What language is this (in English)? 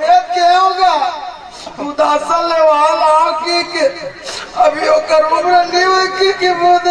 Chhattisgarhi